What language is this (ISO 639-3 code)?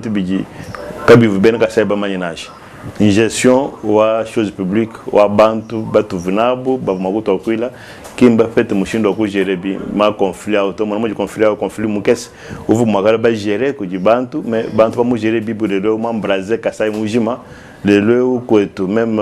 lua